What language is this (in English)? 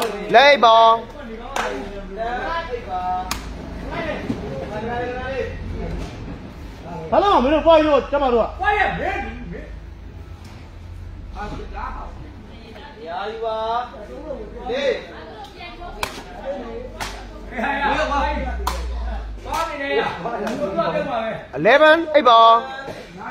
Burmese